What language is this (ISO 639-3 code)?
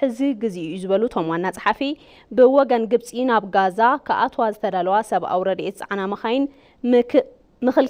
tir